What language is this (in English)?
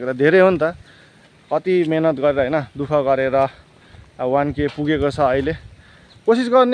Nepali